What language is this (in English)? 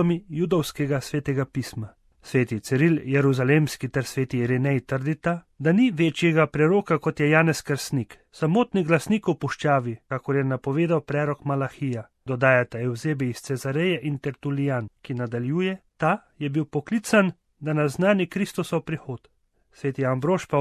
Slovenian